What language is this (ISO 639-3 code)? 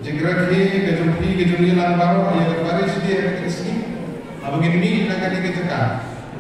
kha